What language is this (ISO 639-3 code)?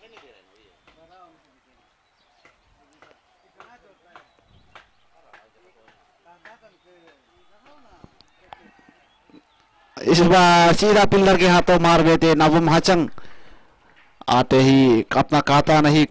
hin